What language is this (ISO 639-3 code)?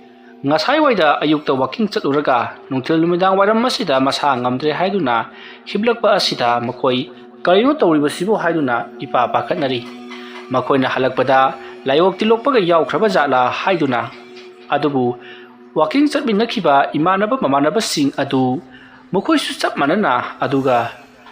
mni